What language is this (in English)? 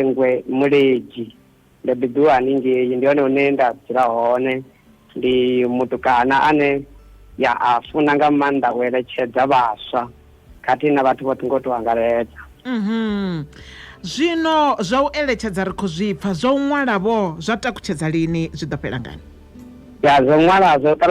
Venda